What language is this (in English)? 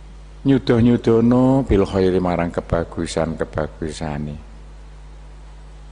Javanese